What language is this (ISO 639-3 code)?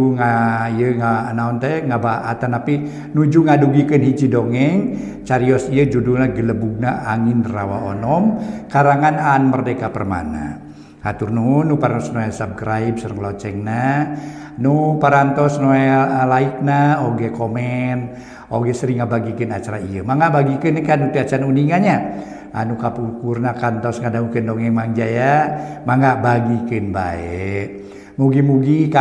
sun